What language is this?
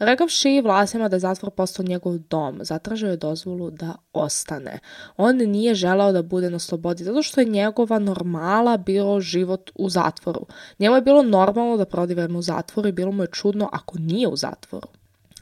Serbian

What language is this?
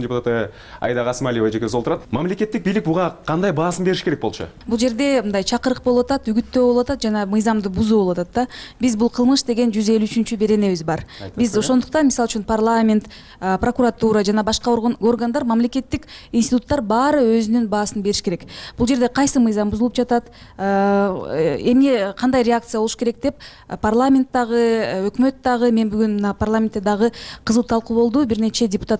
Kyrgyz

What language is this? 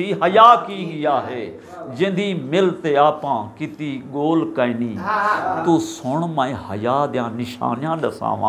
Saraiki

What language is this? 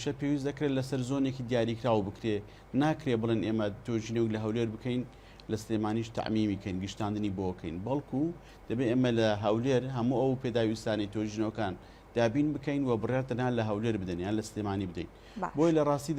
Central Kurdish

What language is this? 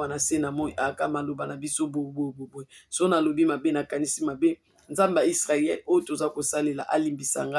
Lingala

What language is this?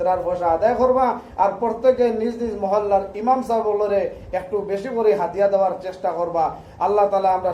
Sylheti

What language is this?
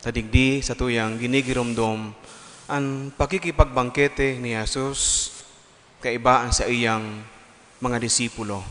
Bikol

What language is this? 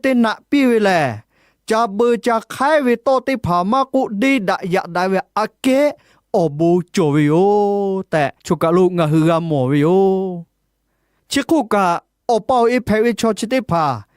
Lahu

